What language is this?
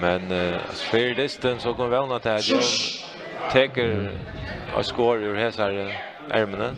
Faroese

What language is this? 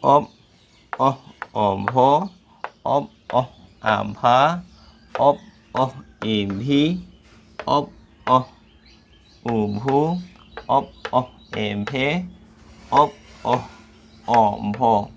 Santali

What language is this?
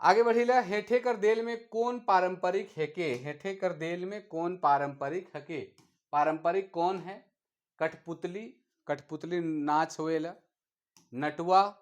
Sadri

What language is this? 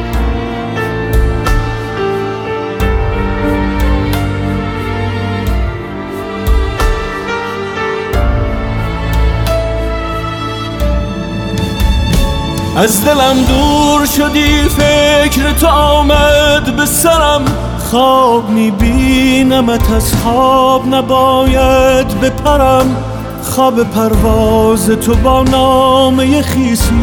Persian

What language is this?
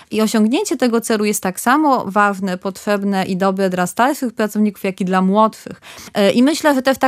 Polish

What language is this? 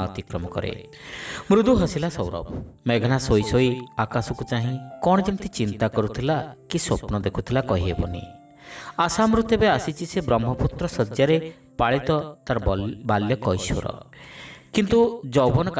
Odia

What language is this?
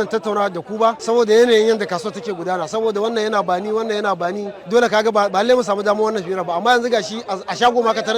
Hausa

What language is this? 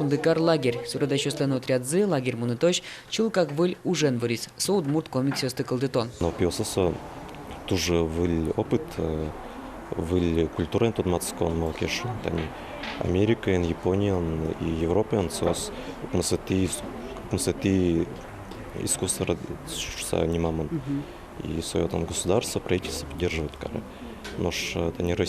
Udmurt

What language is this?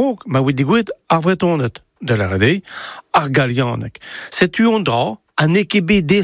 Breton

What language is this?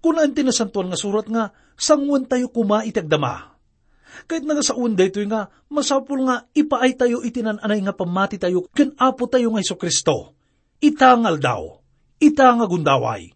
Iloko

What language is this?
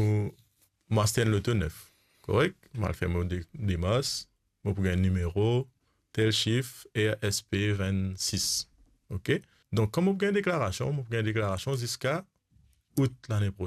Morisyen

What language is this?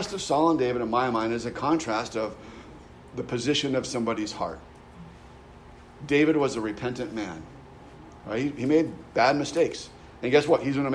English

